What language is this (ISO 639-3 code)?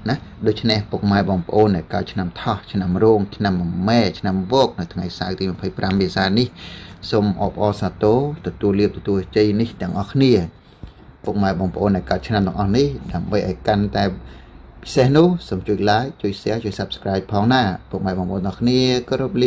khm